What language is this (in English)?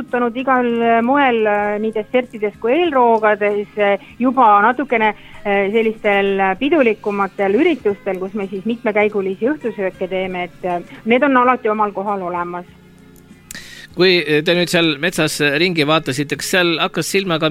Estonian